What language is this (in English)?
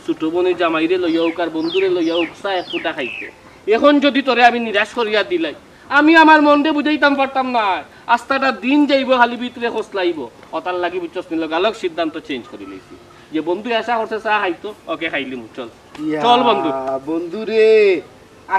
Sylheti